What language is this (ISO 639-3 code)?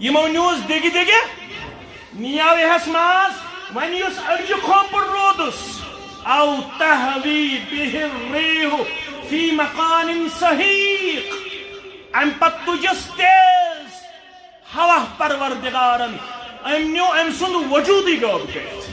kas